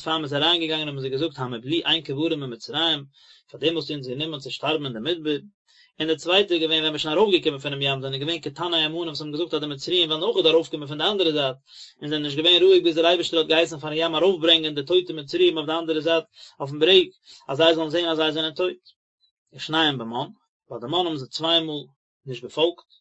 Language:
Yiddish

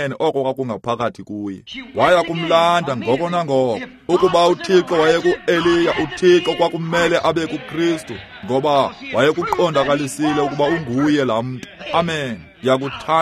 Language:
Xhosa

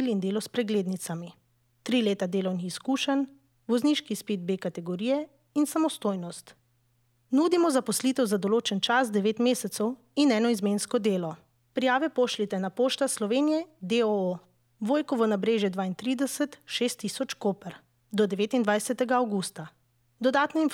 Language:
Slovenian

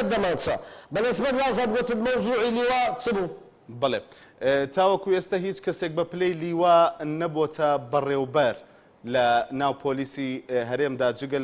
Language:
Central Kurdish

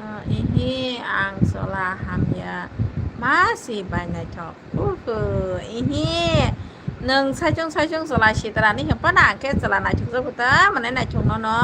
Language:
Kok Borok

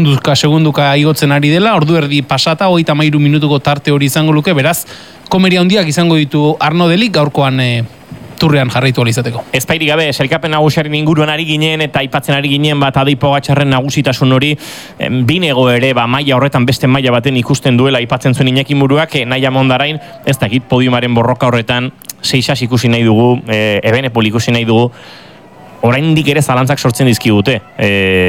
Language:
Basque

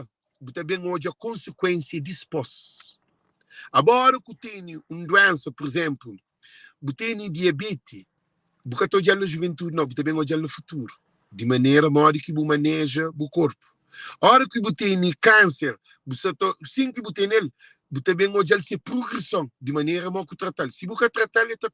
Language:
Kabuverdianu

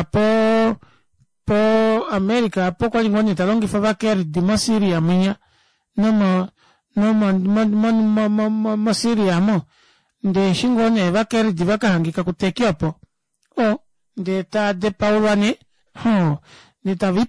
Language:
Kuanyama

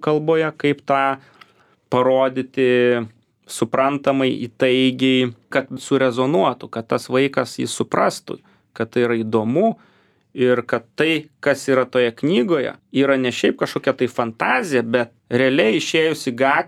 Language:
Lithuanian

